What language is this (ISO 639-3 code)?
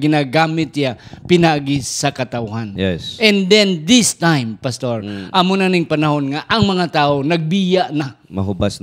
hil